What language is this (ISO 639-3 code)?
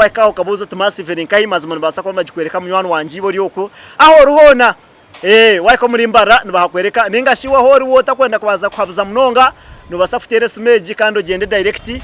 nyn